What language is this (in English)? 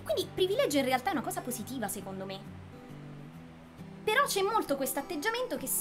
Italian